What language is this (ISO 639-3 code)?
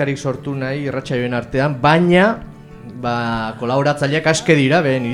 eus